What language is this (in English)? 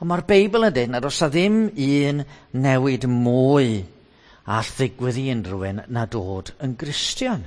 Welsh